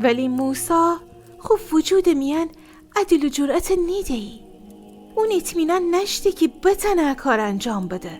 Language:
Gilaki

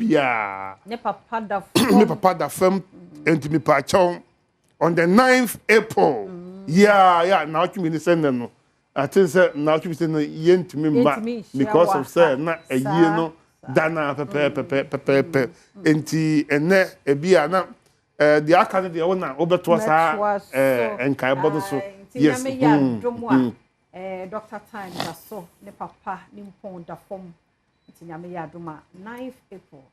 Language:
Akan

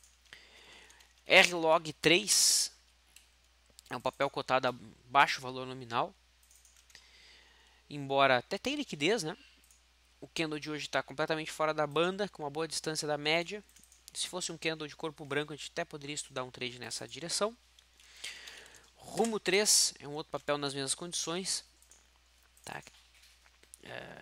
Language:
Portuguese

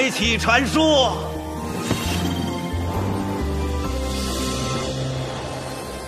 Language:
Chinese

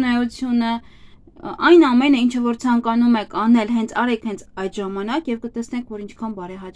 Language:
Armenian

